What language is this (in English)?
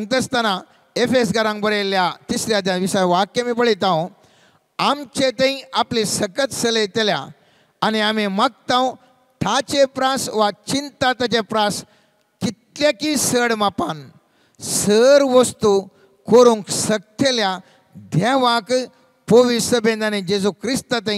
Konkani